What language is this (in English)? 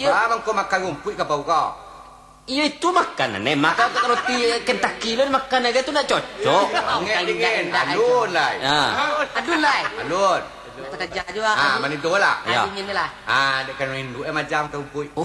Minangkabau